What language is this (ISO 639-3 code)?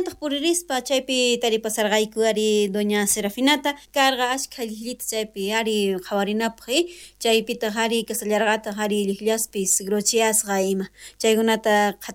quh